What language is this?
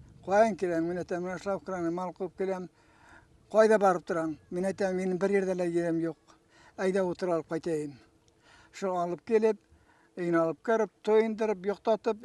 Bashkir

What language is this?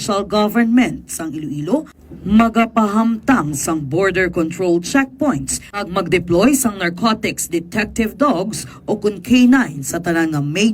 Hiligaynon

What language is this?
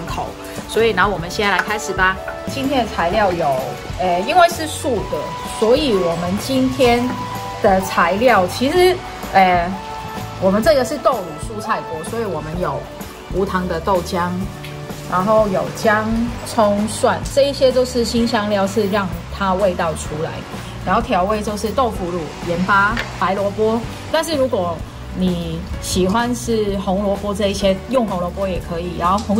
Chinese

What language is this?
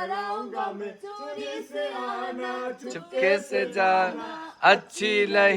Nepali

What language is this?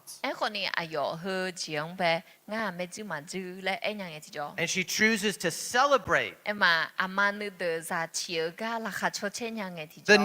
Akha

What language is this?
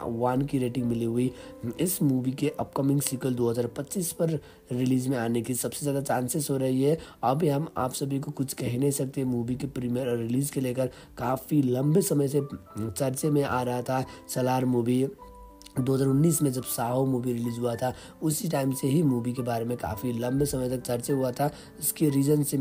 Hindi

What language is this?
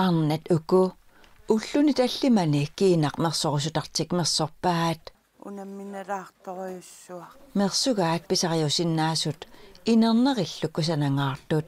Kalaallisut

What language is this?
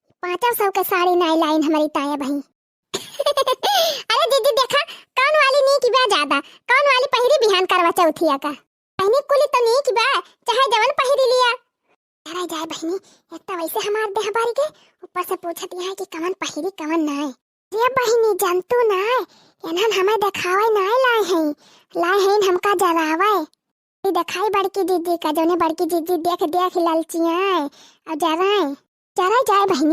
Awadhi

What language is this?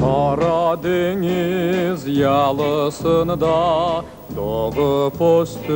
Crimean Tatar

